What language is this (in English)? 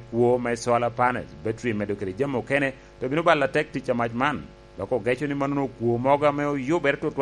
Lango (Uganda)